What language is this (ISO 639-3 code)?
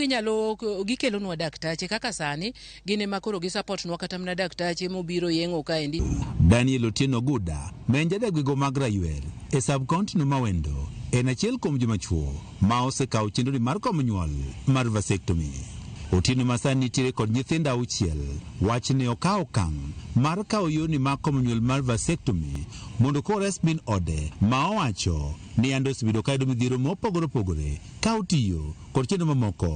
luo